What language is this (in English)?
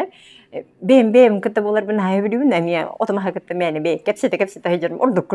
Yakut